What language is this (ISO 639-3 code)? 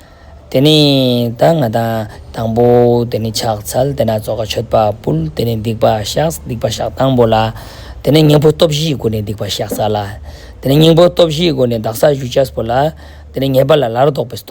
lbj